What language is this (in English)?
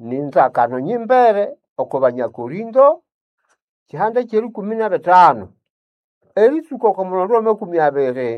Nande